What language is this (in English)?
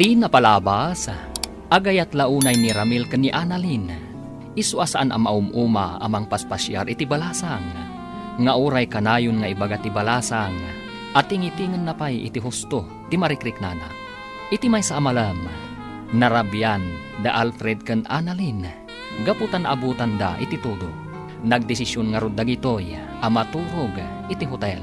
Iloko